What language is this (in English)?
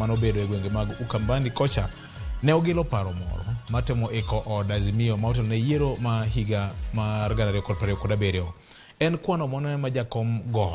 Luo (Kenya and Tanzania)